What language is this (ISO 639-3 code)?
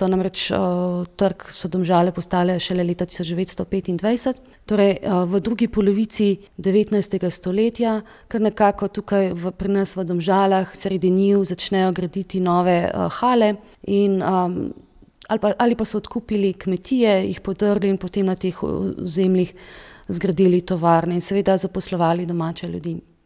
slv